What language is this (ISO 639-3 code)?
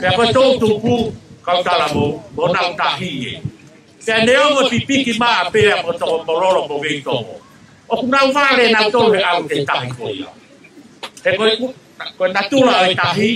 ton